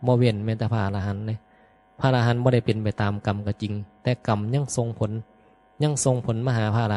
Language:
Northeastern Thai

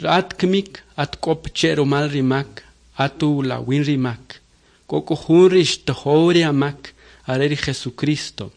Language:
Kʼicheʼ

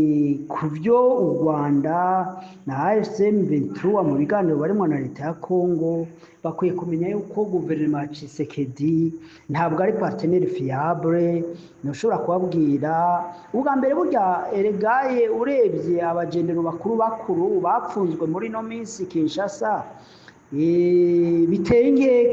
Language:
Rundi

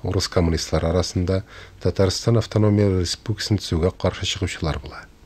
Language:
Tatar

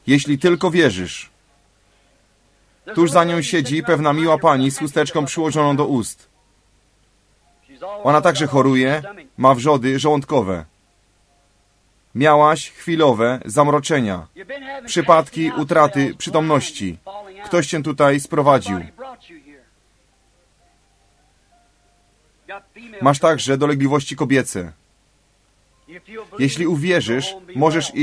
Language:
Polish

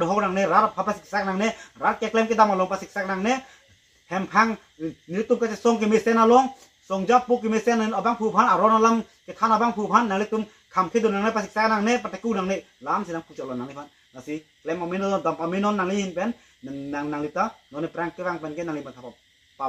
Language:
Karbi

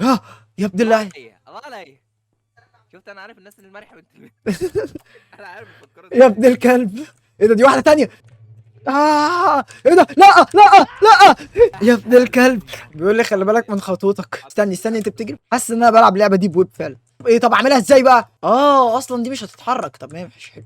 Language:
Egyptian Arabic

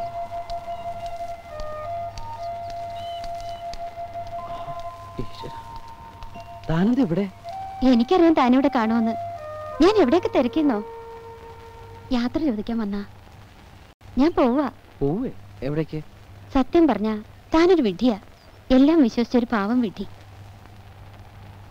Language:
Malayalam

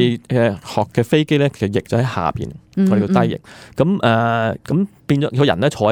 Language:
Cantonese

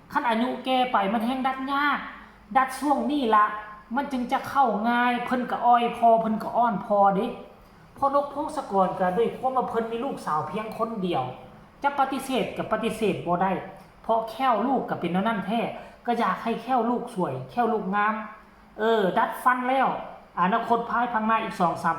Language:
Northeastern Thai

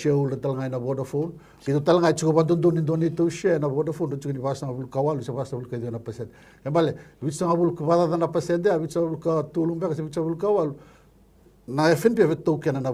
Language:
Fijian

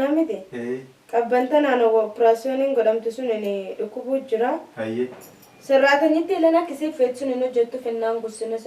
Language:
Oromo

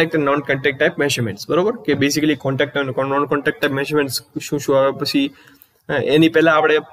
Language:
Gujarati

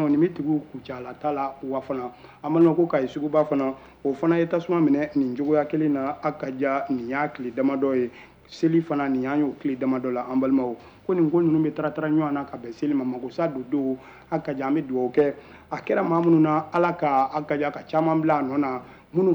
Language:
Bambara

